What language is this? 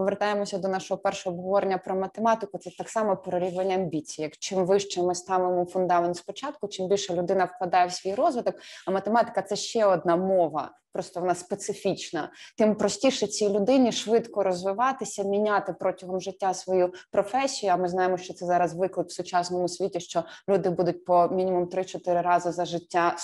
Ukrainian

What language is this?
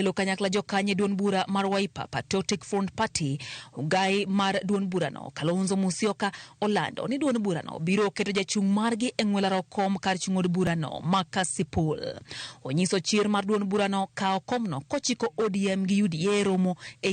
Luo (Kenya and Tanzania)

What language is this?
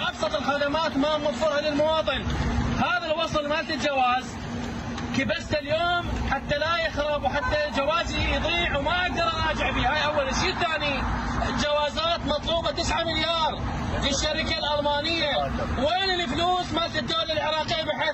Mesopotamian Arabic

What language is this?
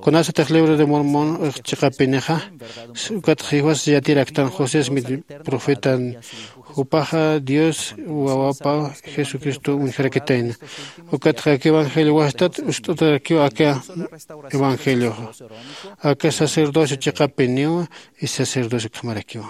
Aymara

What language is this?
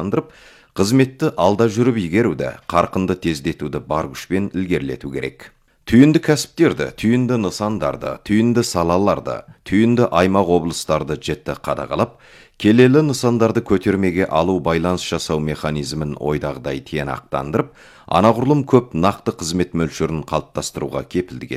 Kazakh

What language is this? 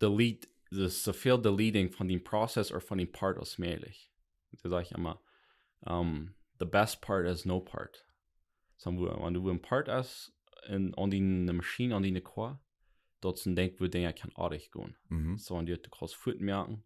Plautdietsch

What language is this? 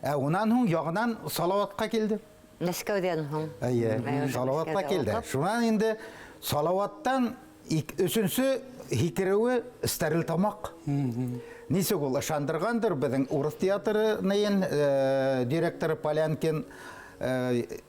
Bashkir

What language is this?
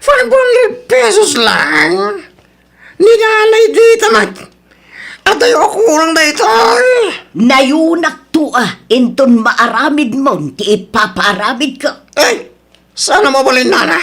Iloko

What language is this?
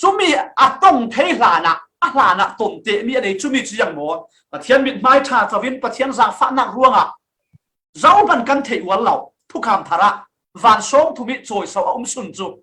Falam Chin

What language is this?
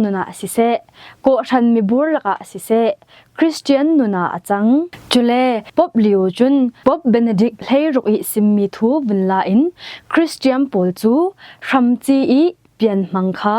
Falam Chin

